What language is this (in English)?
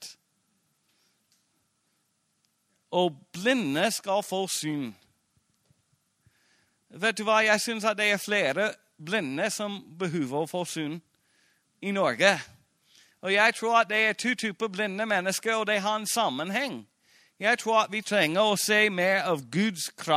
Norwegian